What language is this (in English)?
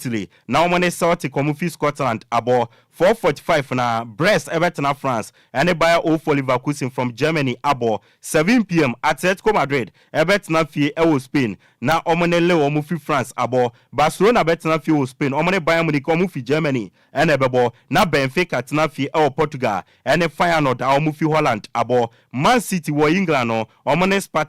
Akan